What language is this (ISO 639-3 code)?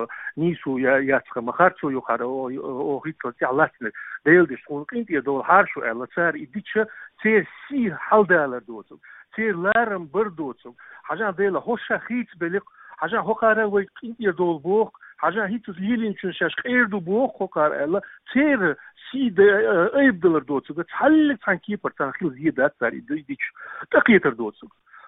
che